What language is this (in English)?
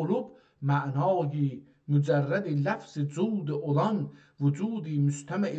South Azerbaijani